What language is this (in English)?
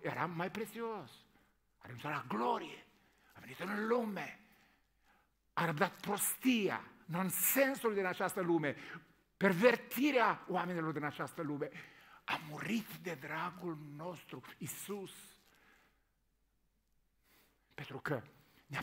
Romanian